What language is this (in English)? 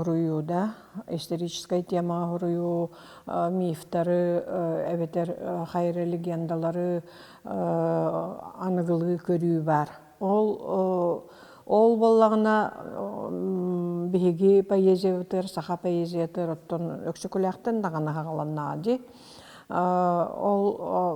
Yakut